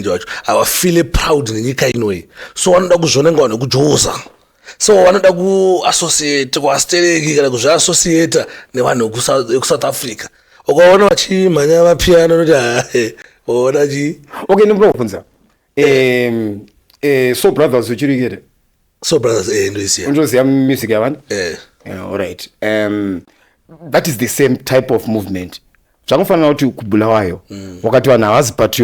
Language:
Shona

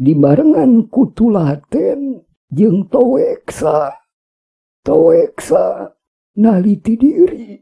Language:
Sundanese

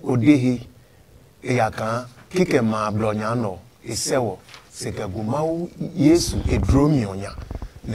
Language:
Adangme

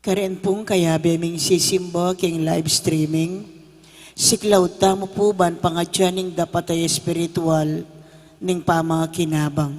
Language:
Pampanga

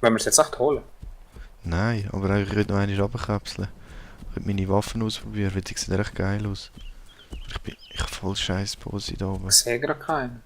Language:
Swiss German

